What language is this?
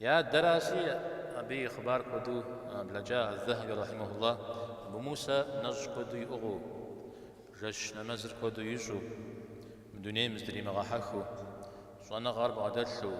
Kabardian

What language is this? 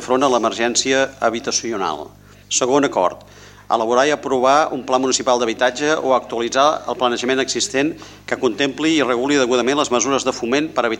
Catalan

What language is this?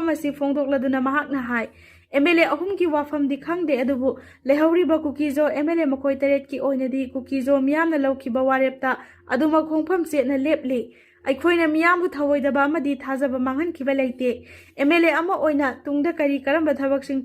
Manipuri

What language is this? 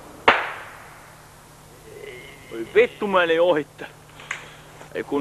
Finnish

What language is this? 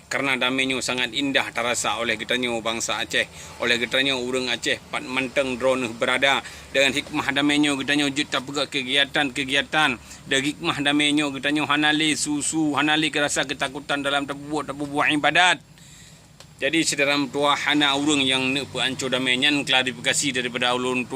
Achinese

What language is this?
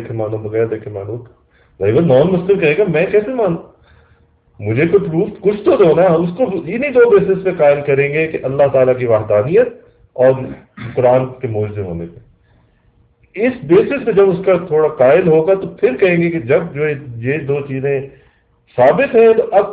Urdu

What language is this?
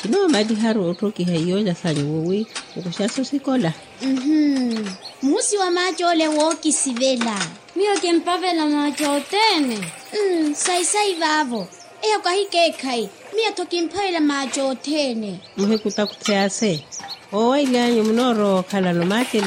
Makhuwa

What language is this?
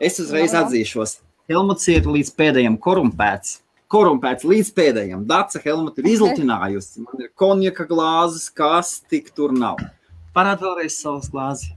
Latvian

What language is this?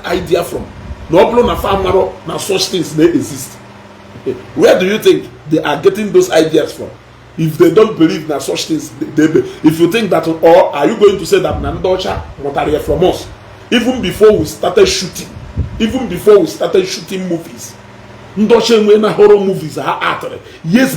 Igbo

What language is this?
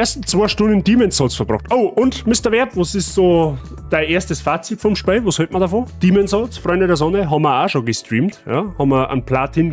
Bavarian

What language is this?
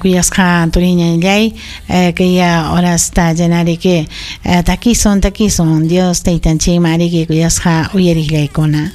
Ayacucho Quechua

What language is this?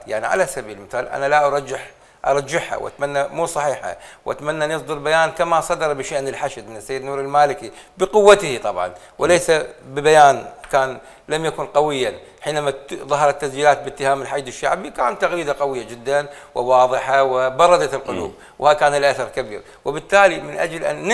Mesopotamian Arabic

